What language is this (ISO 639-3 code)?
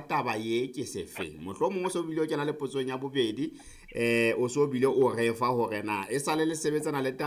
sot